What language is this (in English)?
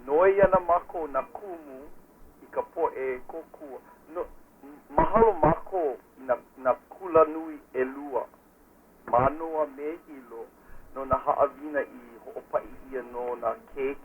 Hawaiian